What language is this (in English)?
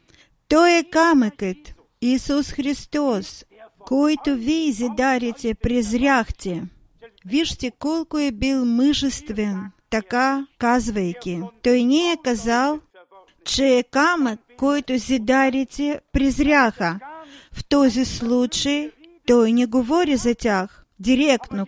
Bulgarian